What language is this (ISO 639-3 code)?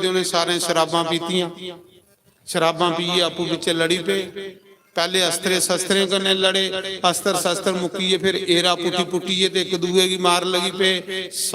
doi